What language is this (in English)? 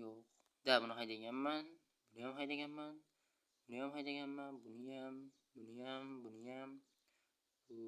Uzbek